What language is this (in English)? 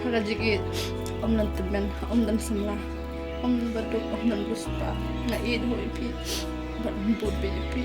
Khasi